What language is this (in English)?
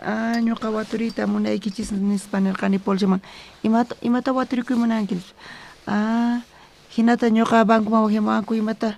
South Bolivian Quechua